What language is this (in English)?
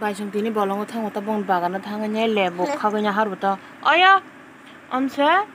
Kok Borok